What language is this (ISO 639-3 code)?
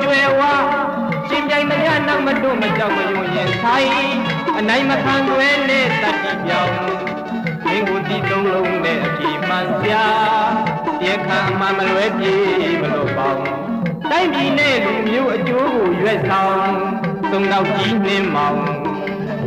mya